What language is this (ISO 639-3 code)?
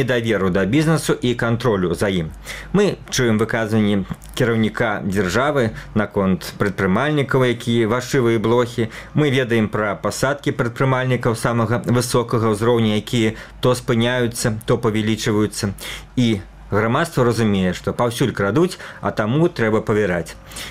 bel